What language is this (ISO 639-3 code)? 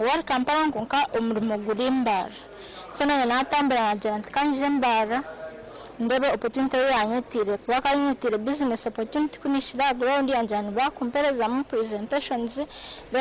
nyn